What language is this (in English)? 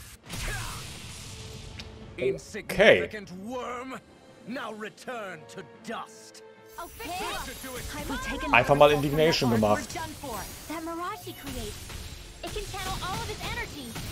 German